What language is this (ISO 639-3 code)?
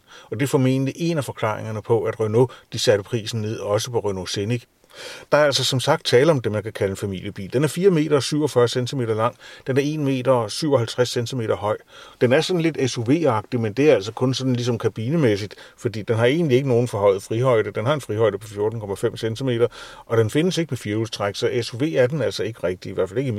dan